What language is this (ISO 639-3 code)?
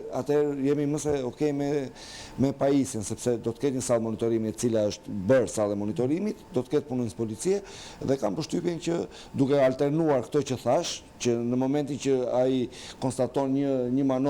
sqi